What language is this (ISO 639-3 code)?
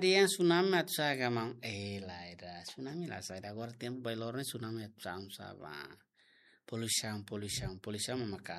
tet